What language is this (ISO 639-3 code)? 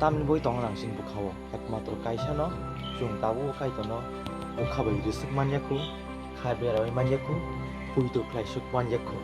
trp